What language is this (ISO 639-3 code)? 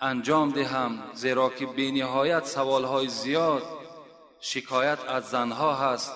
tgk